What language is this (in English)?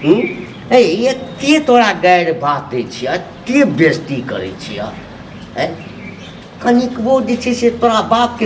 Maithili